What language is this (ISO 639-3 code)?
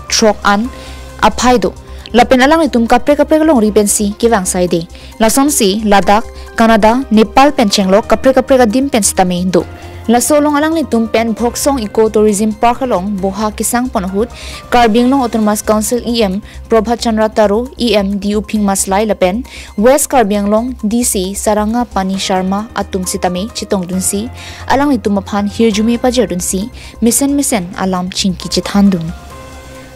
mjw